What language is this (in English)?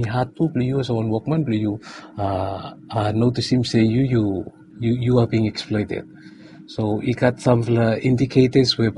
Bislama